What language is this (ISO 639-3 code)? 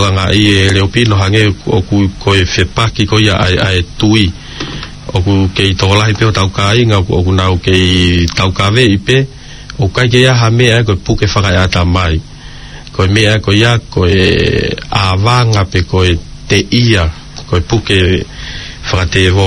ton